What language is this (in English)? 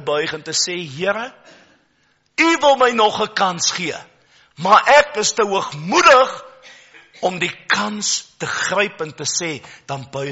Afrikaans